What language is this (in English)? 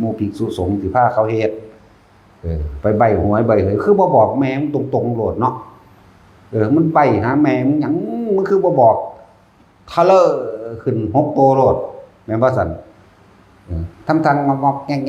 Northeastern Thai